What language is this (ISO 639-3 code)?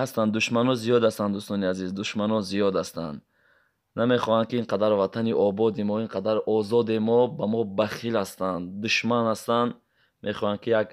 tgk